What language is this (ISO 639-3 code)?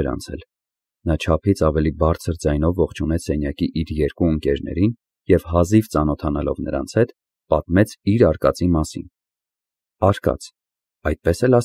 hye